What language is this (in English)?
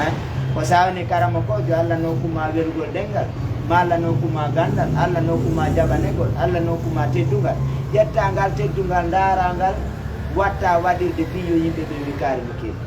Fula